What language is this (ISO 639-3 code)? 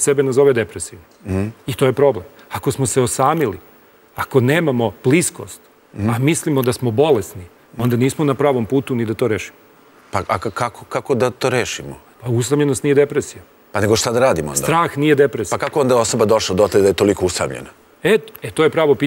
srp